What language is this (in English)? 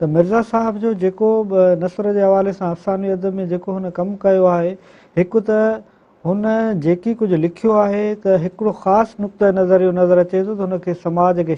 Sindhi